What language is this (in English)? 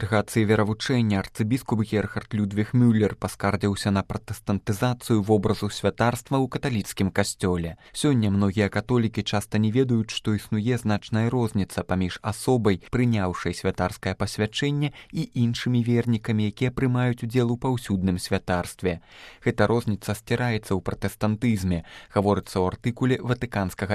Belarusian